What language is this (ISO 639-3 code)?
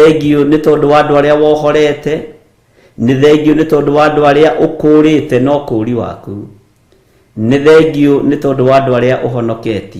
kik